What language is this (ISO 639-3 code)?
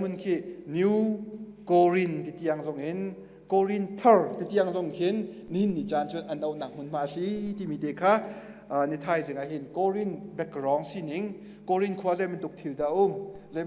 cnh